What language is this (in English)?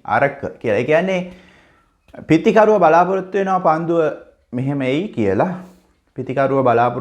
Sinhala